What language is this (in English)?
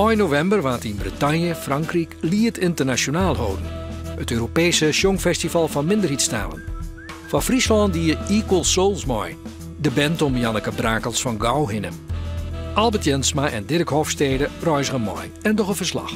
Western Frisian